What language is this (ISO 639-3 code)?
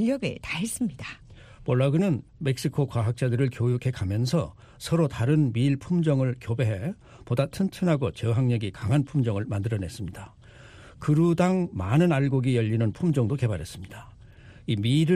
kor